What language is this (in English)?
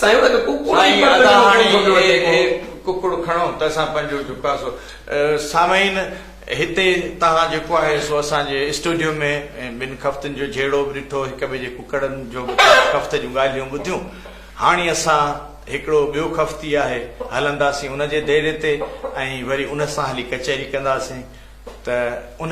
Sindhi